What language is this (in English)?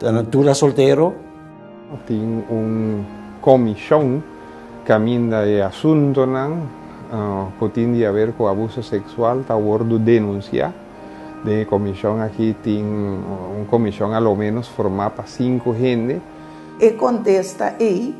Papiamento